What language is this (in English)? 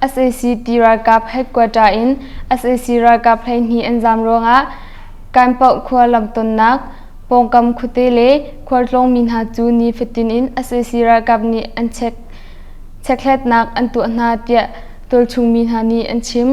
Hakha Chin